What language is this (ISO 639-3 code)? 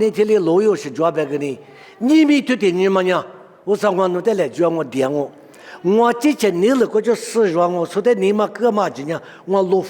lis